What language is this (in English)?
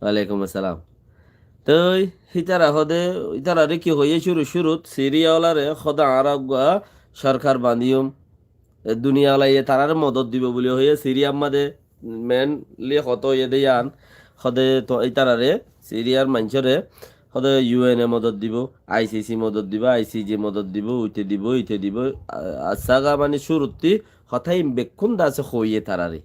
Rohingya